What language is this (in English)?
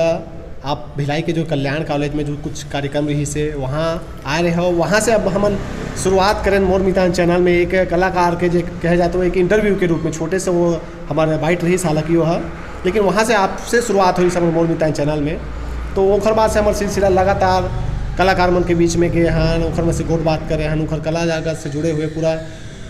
Chhattisgarhi